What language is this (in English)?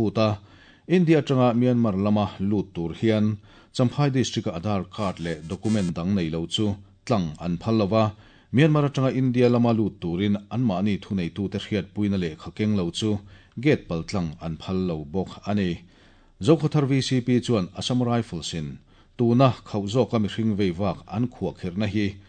Mizo